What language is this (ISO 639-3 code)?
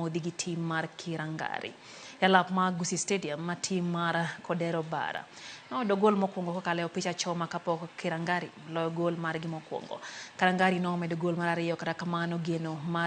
luo